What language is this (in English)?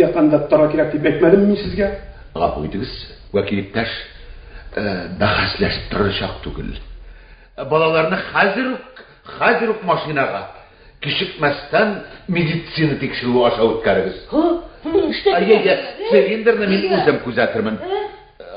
Tatar